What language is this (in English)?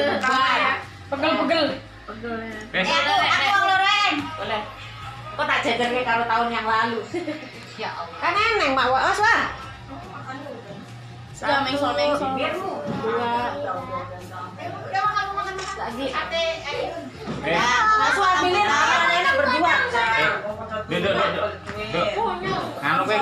Indonesian